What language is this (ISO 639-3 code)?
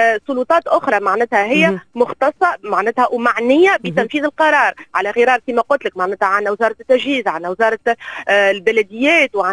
aeb